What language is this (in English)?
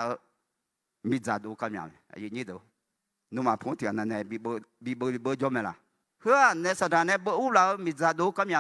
Akha